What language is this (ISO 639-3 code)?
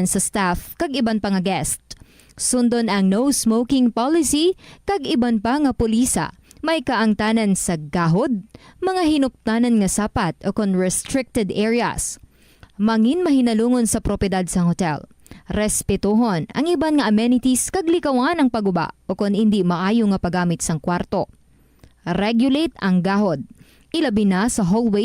hil